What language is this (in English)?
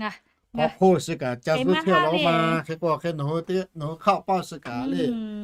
Lahu